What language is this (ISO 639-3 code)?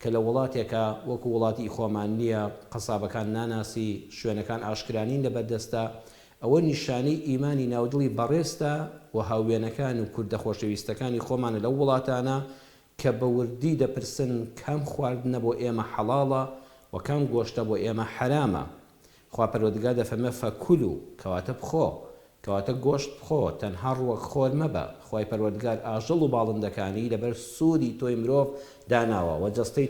ckb